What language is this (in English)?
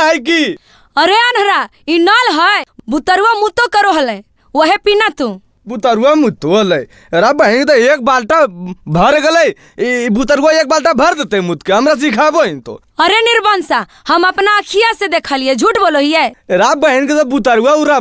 Magahi